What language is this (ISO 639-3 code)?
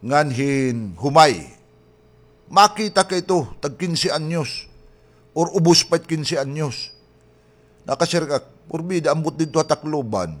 war